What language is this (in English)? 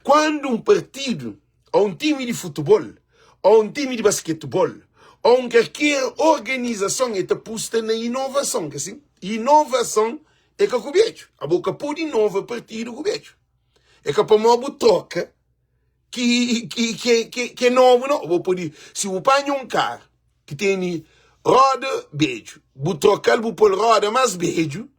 Kabuverdianu